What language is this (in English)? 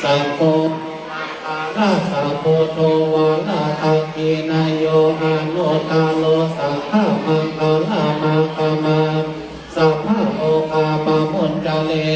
Pali